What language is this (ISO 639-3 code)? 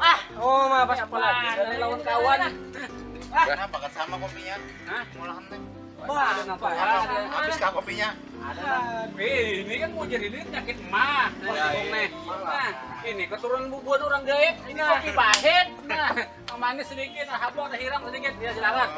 bjn